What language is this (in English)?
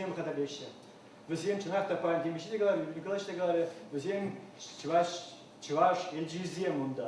Chuvash